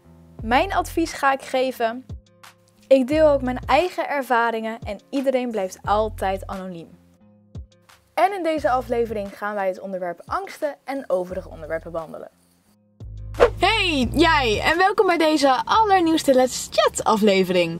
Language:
Dutch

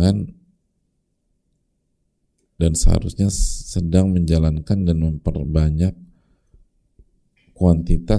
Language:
Indonesian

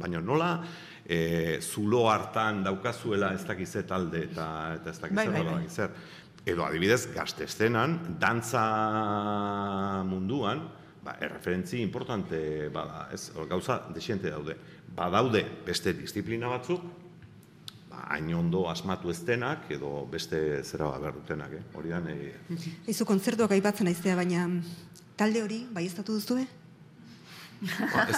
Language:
Basque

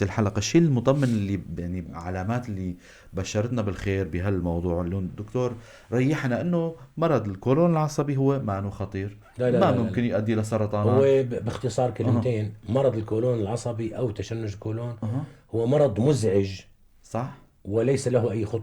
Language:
North Levantine Arabic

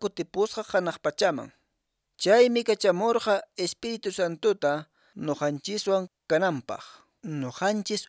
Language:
Quechua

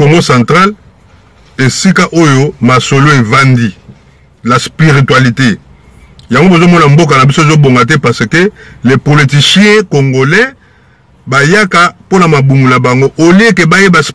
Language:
Lingala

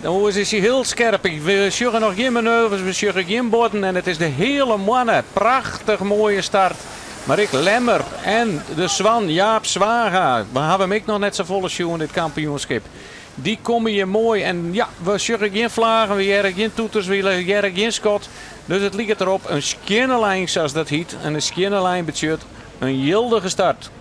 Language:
Western Frisian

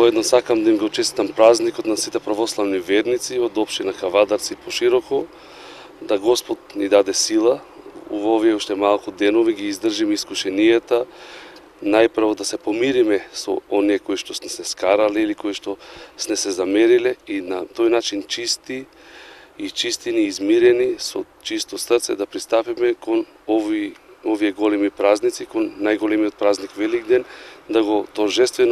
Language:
Macedonian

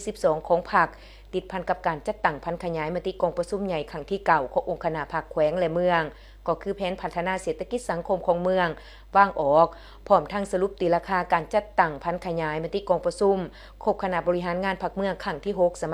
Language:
Lao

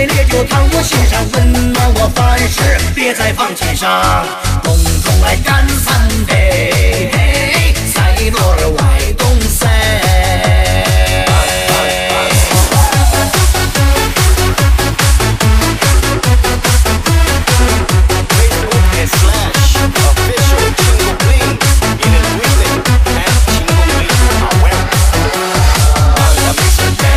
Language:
Chinese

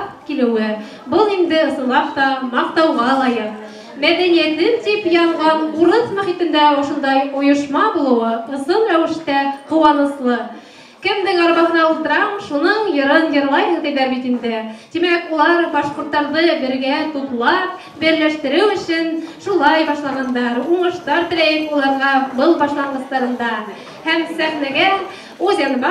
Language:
Bashkir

